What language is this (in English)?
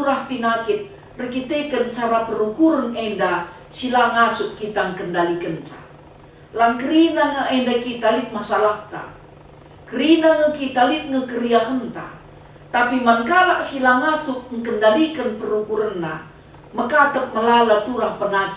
Batak Karo